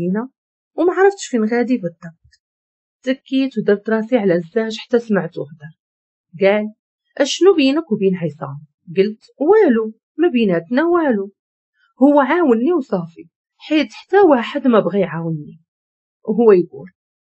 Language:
Moroccan Arabic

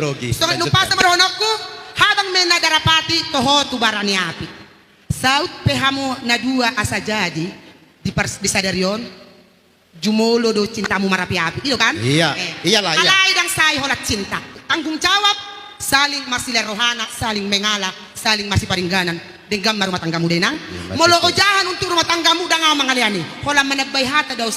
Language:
Batak Toba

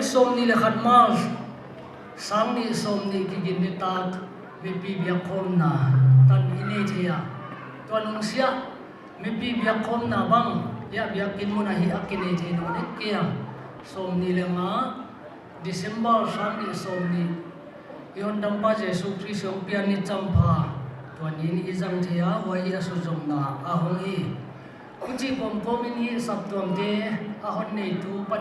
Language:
Paite Chin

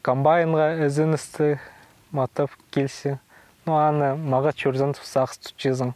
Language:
Khakas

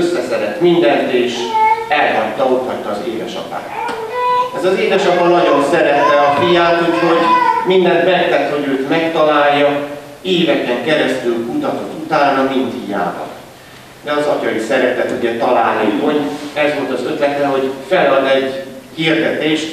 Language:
Hungarian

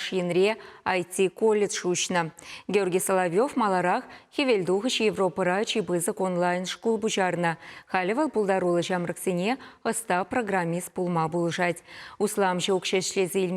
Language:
Chuvash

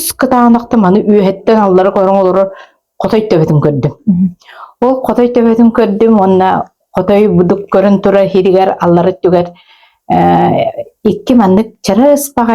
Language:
Yakut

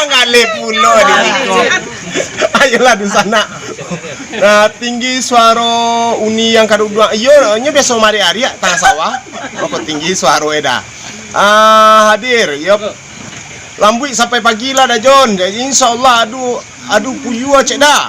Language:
Minangkabau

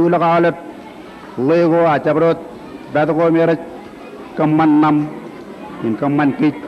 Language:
Marshallese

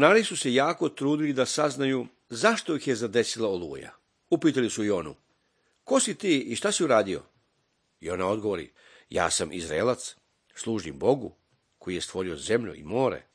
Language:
Serbian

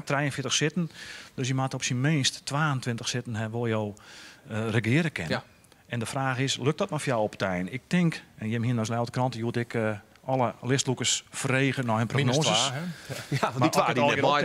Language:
Western Frisian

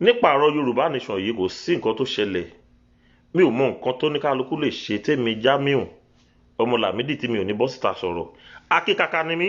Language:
Yoruba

